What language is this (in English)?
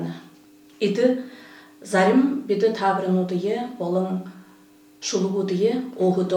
Buriat